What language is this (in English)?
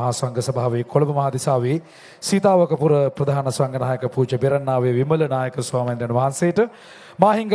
Sinhala